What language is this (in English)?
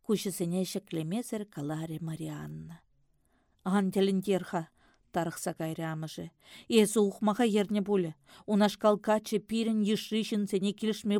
Chuvash